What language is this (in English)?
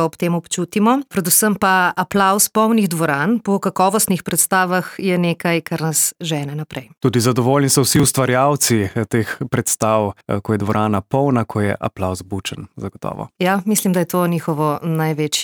Slovenian